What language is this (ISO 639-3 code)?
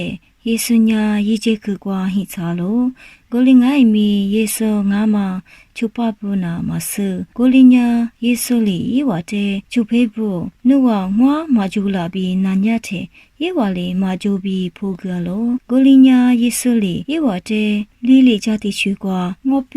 lis